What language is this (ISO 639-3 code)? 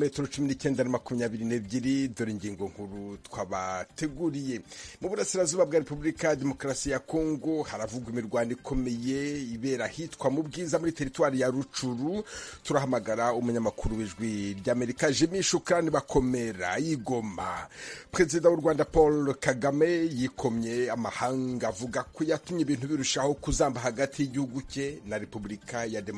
kin